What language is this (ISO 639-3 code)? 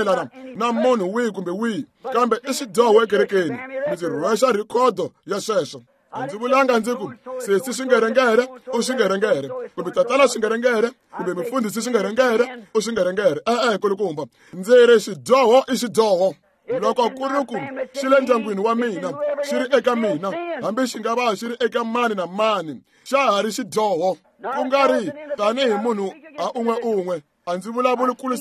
tso